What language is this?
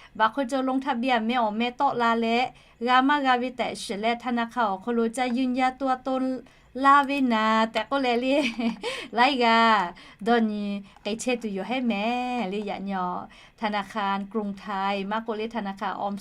Lahu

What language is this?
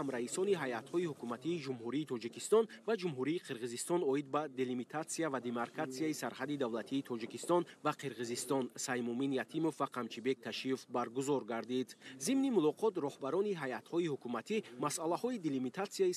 Tajik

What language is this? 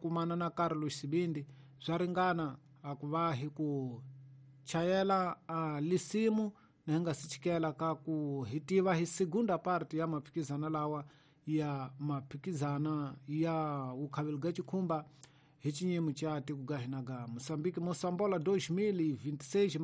Tsonga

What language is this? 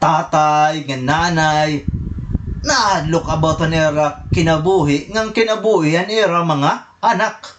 Waray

